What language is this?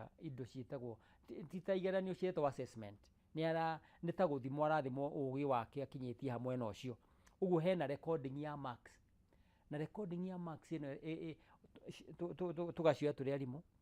Kikuyu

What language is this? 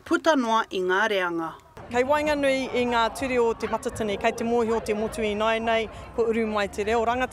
Māori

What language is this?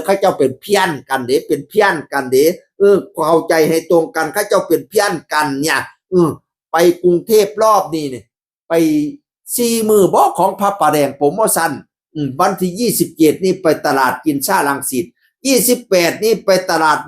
Northeastern Thai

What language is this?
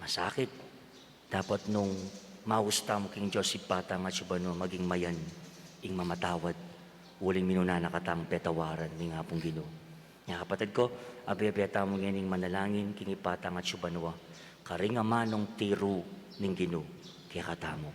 Pampanga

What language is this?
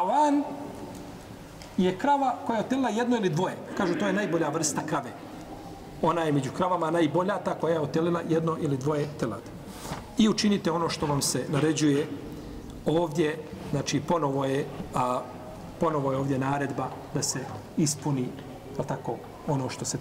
Bosnian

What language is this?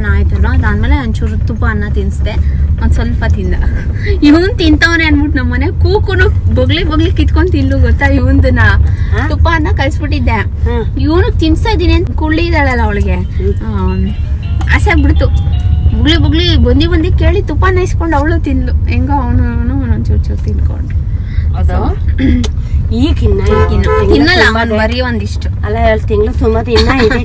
Kannada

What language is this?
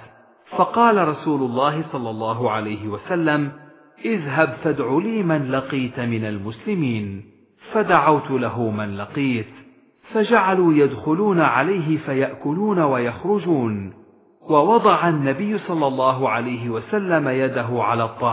Arabic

